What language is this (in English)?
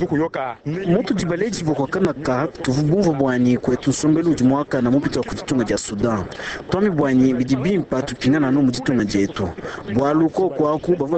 Luba-Lulua